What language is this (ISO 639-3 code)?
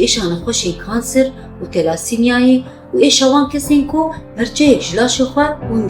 kur